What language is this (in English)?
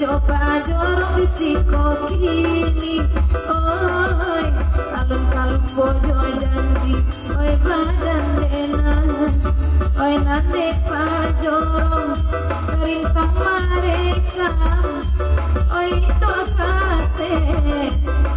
Minangkabau